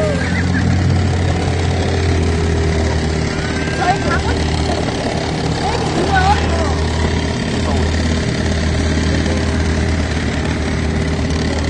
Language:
Korean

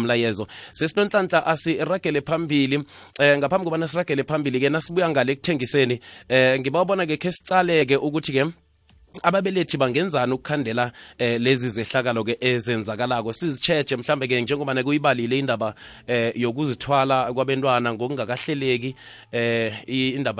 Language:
South Ndebele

